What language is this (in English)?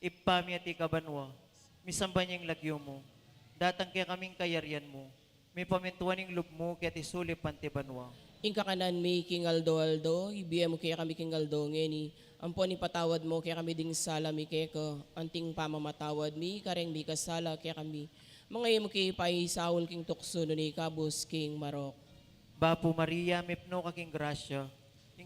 Pampanga